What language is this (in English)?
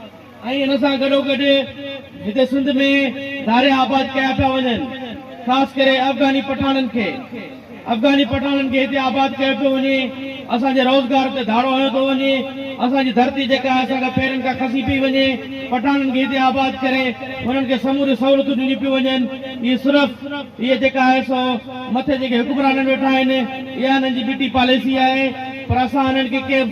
Sindhi